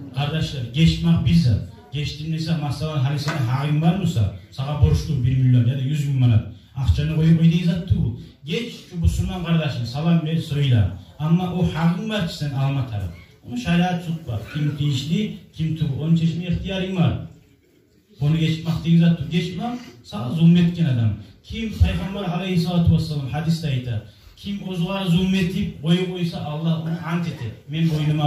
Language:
Kumyk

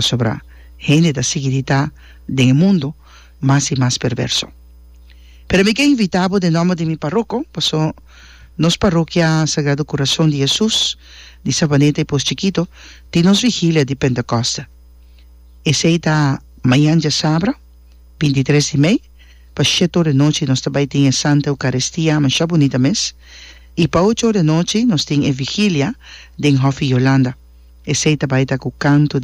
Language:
Papiamento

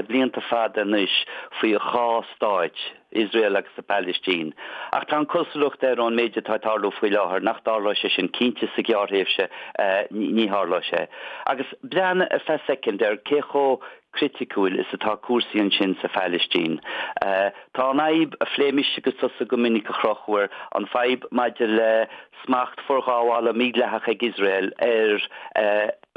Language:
Irish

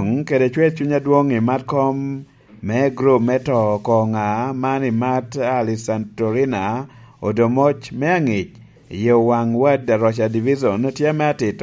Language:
Lango (Uganda)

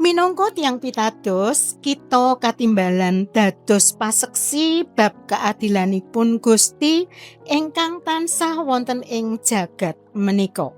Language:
Javanese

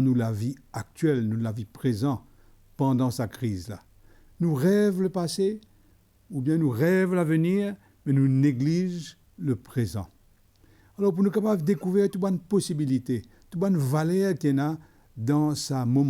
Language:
Morisyen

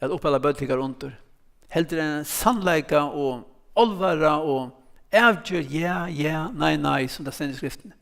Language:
Faroese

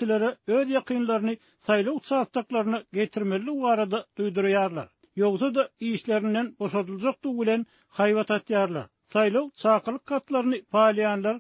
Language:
Turkmen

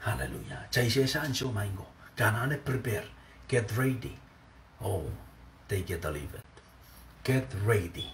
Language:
Pohnpeian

